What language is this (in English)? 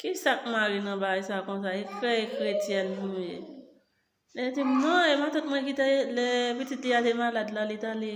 Haitian Creole